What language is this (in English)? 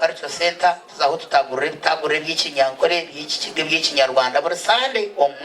Nyankole